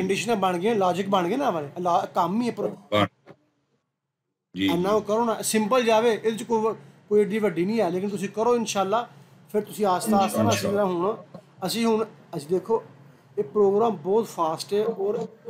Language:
Punjabi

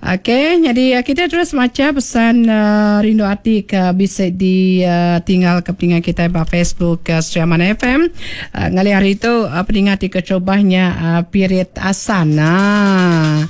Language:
Iban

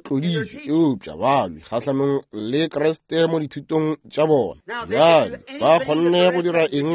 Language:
Northern Sotho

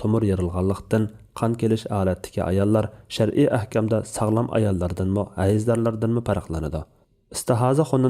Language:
Uyghur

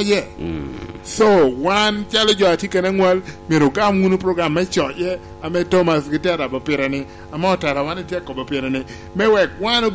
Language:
Lango (Uganda)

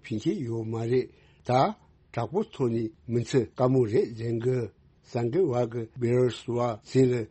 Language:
Tibetan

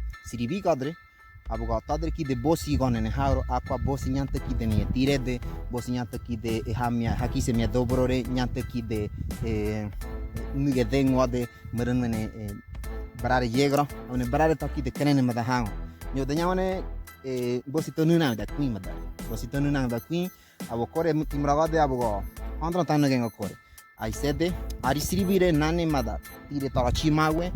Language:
Ngäbere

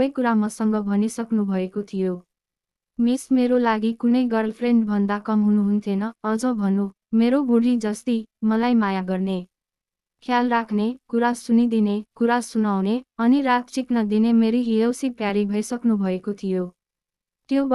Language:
Nepali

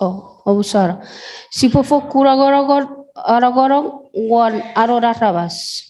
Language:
Chuukese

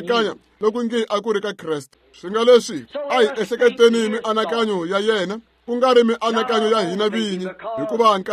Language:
Tsonga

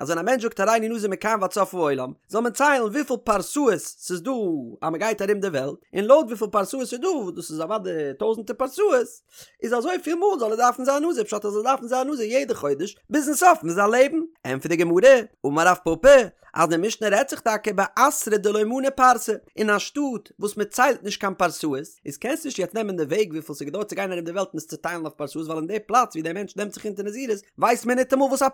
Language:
Yiddish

